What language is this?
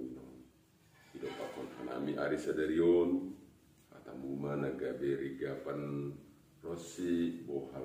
Batak Simalungun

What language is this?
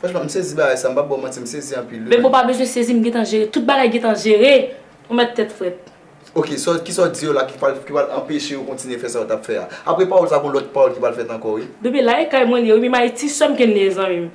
Haitian Creole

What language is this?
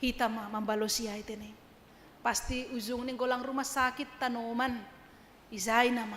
Batak Simalungun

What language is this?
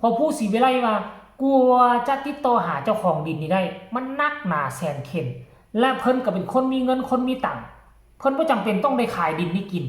Northeastern Thai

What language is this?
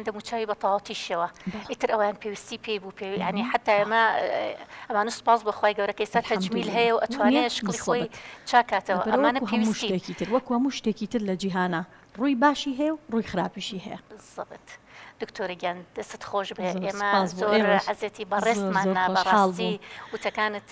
Central Kurdish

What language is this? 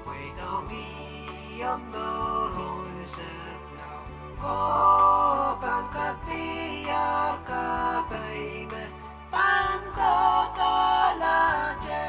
Pohnpeian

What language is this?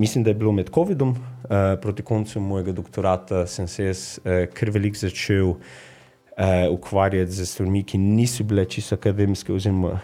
Slovenian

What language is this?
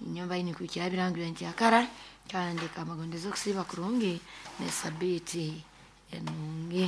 Nyoro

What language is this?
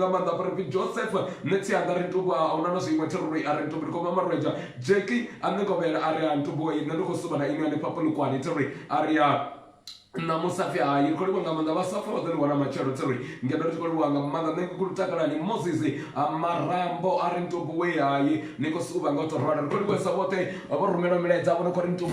Venda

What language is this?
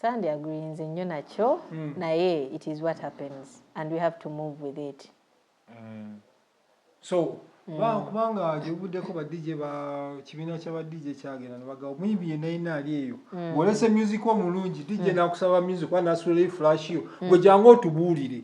Ganda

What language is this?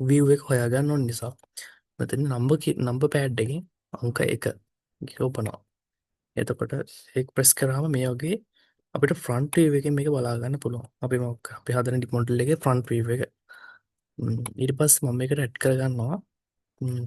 Sinhala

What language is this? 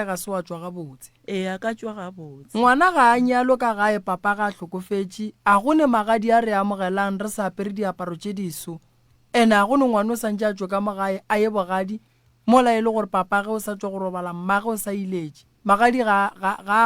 Northern Sotho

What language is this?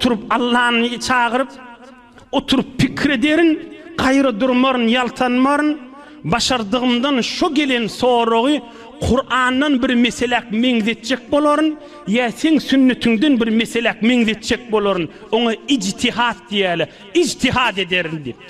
Turkmen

